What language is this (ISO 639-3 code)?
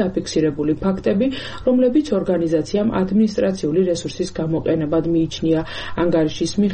kat